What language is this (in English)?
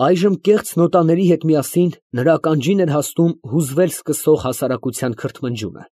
Armenian